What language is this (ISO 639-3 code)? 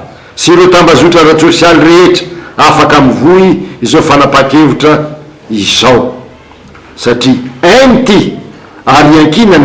mlg